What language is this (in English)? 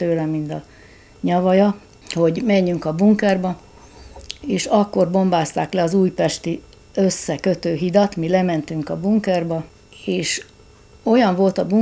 Hungarian